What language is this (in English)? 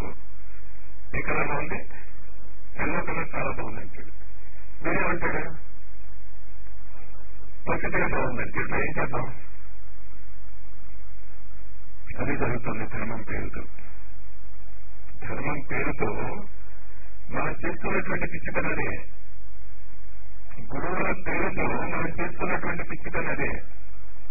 Telugu